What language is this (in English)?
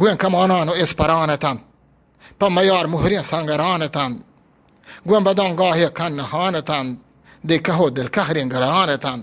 Eastern Balochi